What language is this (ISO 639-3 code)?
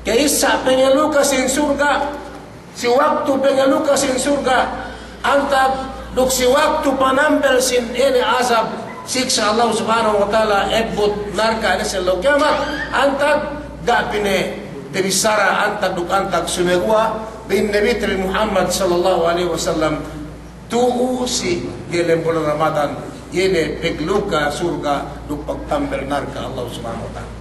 yka